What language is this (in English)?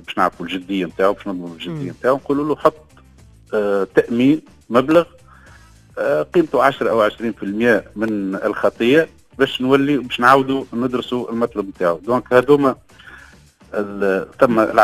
Tunisian Arabic